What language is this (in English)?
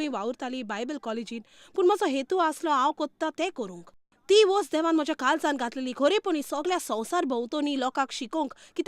Konkani